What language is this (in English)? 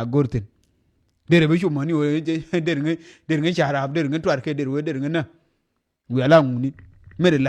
Nuer